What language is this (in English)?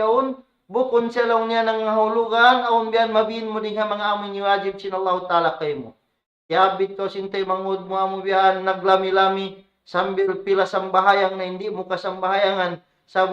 Tausug